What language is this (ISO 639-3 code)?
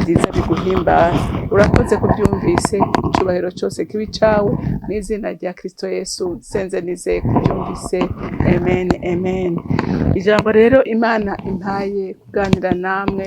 run